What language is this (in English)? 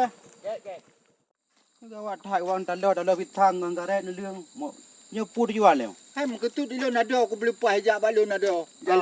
Achinese